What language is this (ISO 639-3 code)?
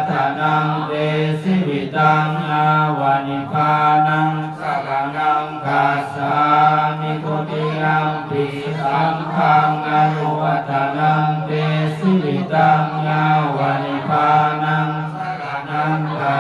pli